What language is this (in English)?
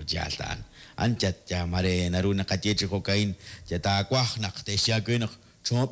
Kekchí